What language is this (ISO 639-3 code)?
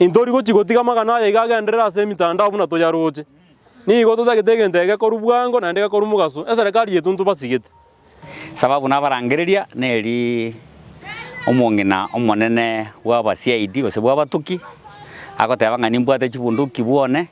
guz